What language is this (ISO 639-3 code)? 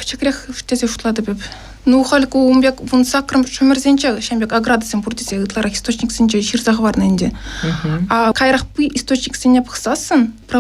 chv